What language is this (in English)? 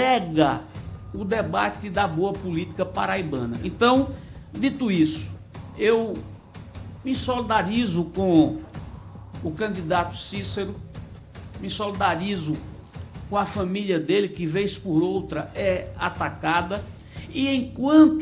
Portuguese